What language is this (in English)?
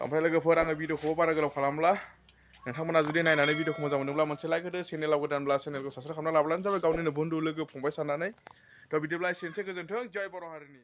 Bodo